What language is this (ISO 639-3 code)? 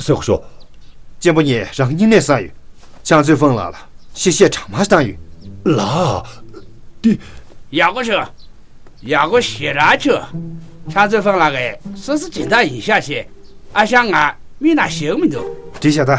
bod